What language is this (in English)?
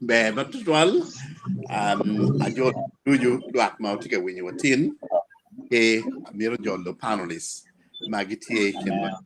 Acoli